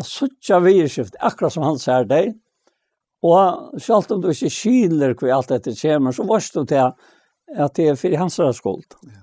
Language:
Faroese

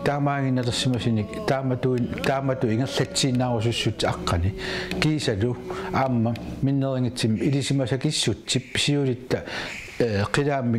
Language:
Kalaallisut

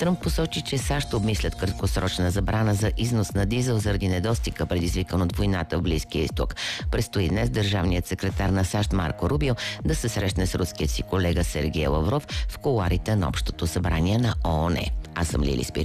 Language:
Bulgarian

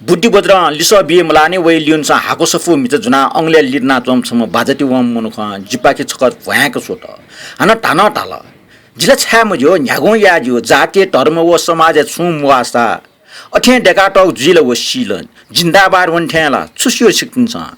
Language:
Newari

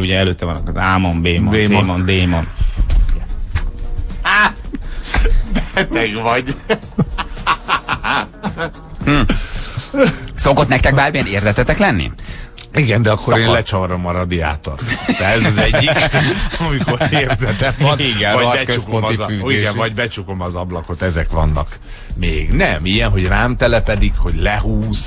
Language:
Hungarian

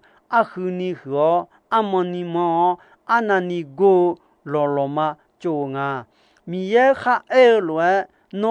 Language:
Akha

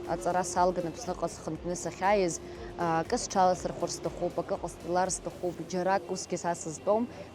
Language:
Abkhazian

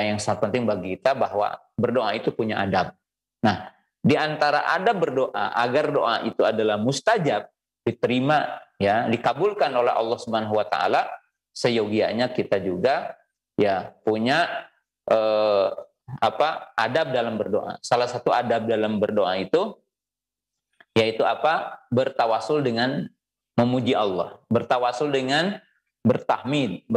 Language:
Indonesian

